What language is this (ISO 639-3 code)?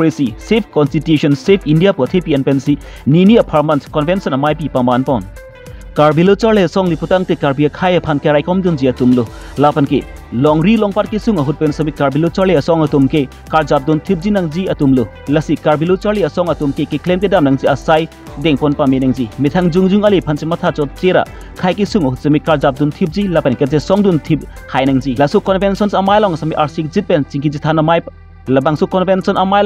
mjw